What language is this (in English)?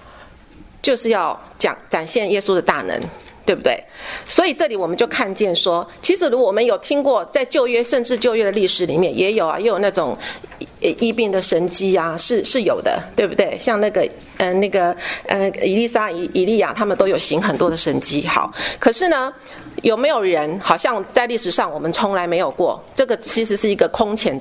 Chinese